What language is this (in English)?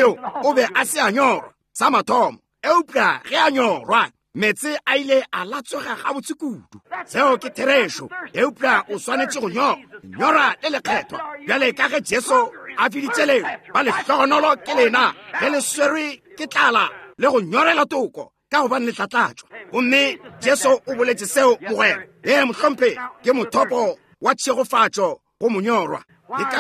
Northern Sotho